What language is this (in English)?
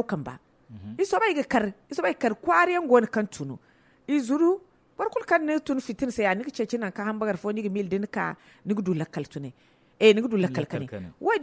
Zarma